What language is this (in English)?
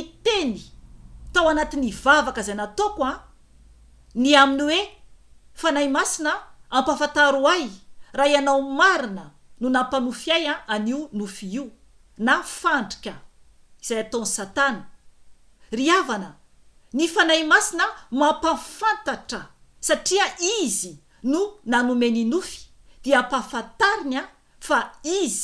Malagasy